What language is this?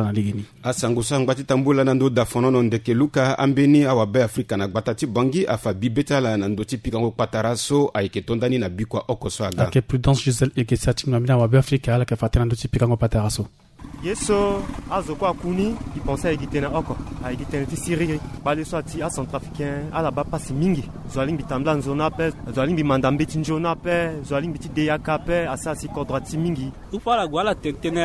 Sango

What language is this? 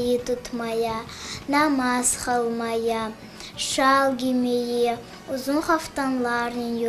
Crimean Tatar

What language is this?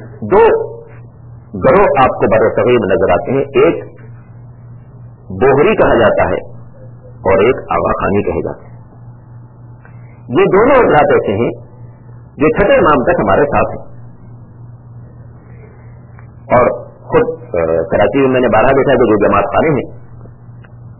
Urdu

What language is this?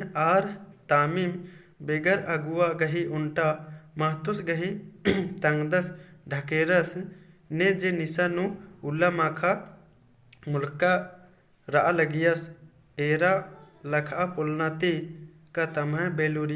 Kurukh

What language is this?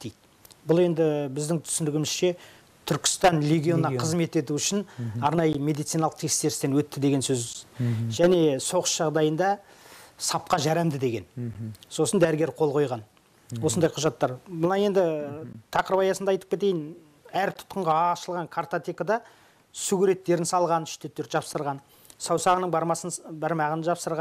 Kazakh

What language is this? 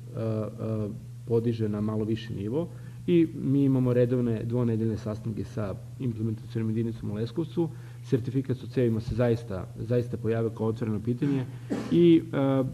Serbian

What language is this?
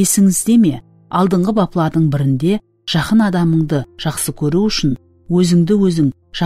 Kara-Kalpak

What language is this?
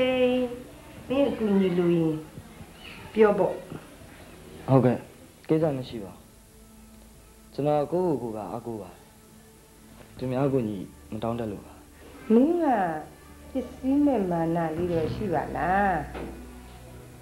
Burmese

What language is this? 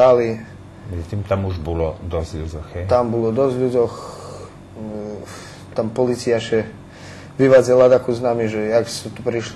Rusyn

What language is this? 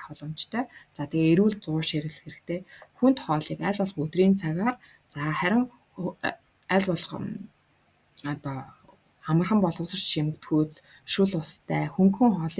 Mongolian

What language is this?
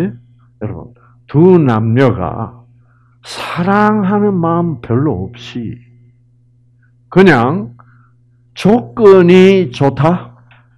Korean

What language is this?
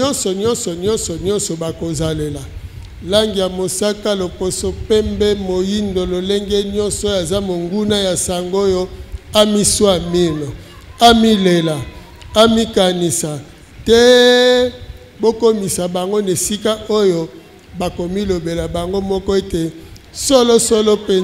Lingala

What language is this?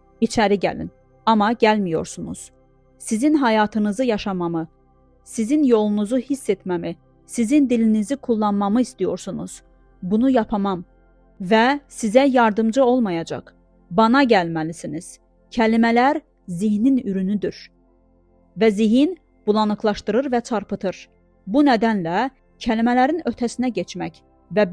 Azerbaijani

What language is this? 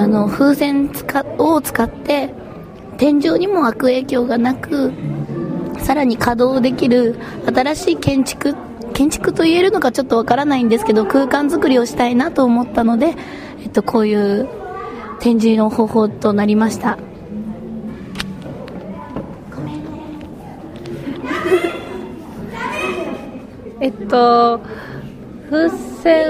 Japanese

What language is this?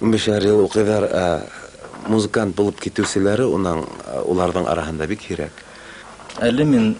Bashkir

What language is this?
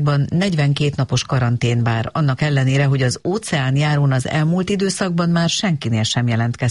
Hungarian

